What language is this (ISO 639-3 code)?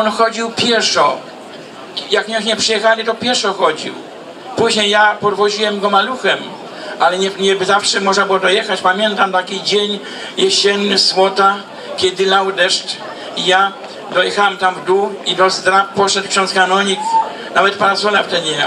pol